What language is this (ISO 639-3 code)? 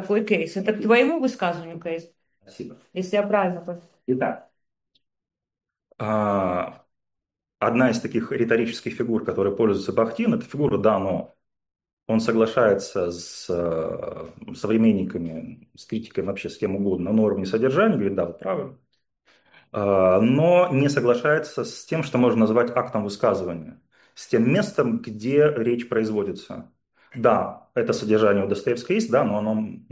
rus